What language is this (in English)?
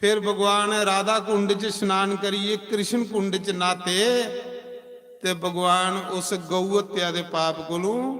Dogri